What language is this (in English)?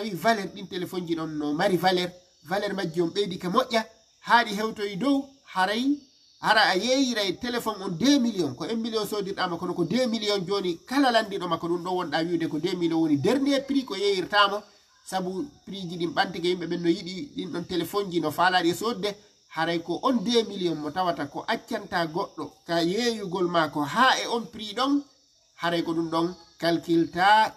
Fula